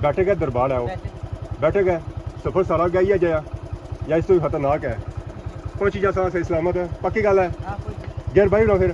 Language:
Pahari-Potwari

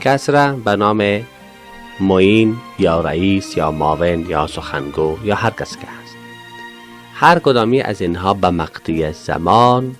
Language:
Persian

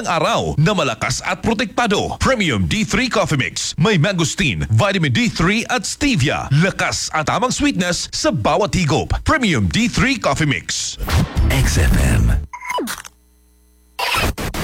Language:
Filipino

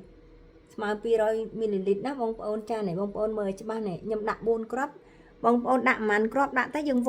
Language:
Khmer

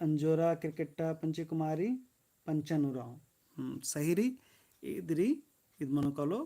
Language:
Kurukh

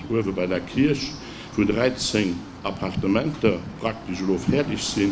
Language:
Luxembourgish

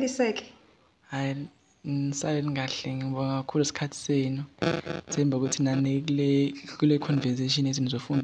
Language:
Zulu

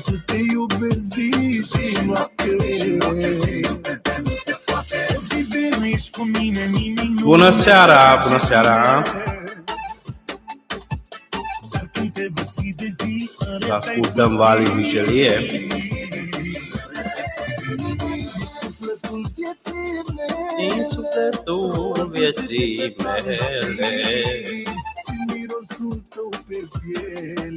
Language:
Romanian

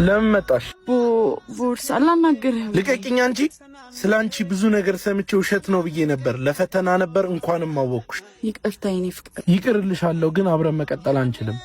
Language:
Amharic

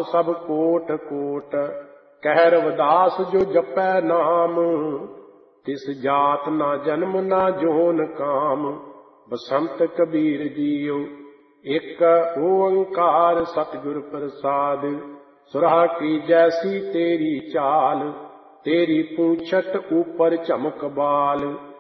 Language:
Punjabi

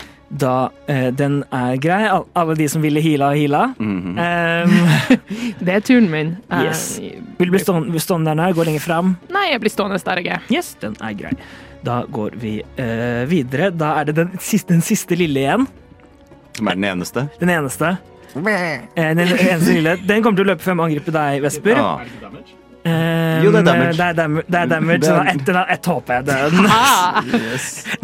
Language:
Norwegian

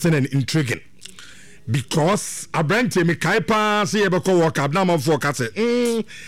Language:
Akan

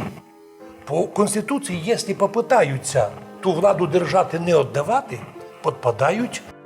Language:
Rusyn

